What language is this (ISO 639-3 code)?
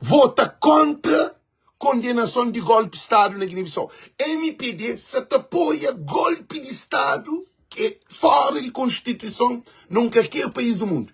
kea